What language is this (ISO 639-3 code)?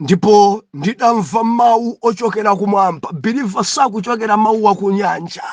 nya